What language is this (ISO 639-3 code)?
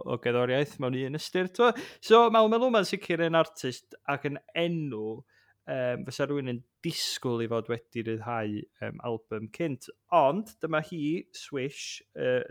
cym